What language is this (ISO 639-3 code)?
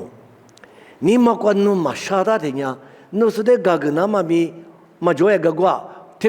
lis